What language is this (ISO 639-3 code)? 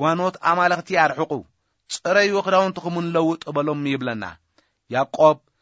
tir